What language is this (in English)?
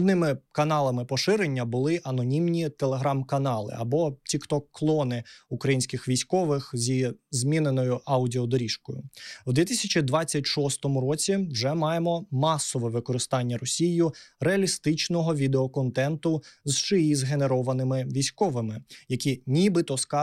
Ukrainian